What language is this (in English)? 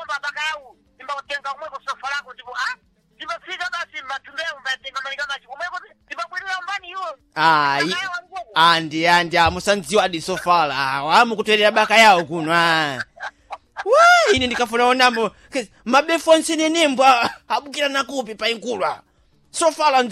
Sena